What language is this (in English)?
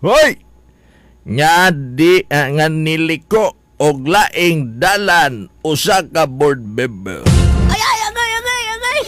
Cebuano